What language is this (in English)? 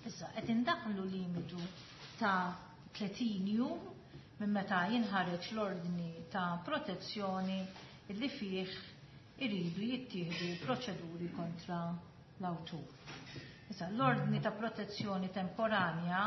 Maltese